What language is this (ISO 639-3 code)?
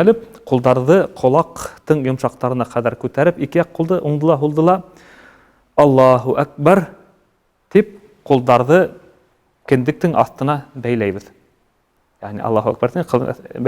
bak